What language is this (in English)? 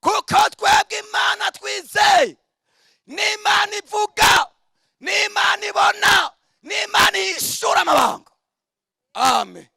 Rundi